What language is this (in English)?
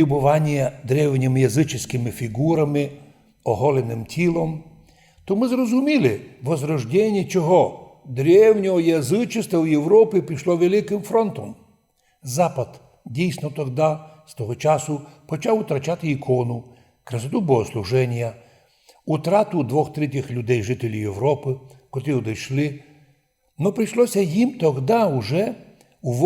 Rusyn